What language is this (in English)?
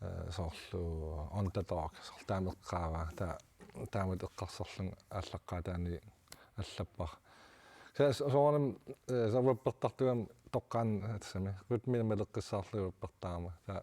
Kalaallisut